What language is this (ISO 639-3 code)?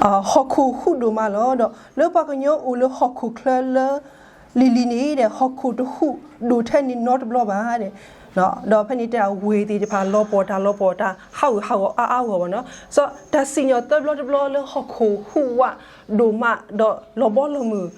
ksw